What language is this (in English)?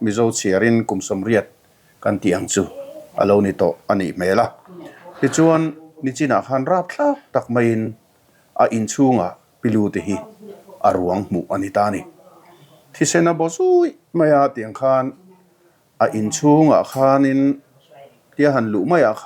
Mizo